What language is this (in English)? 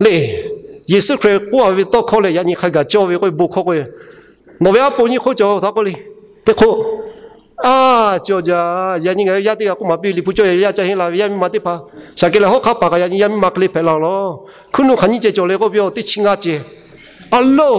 Lahu